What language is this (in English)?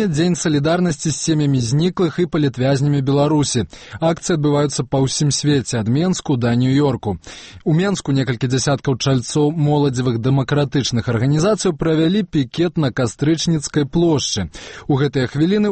Belarusian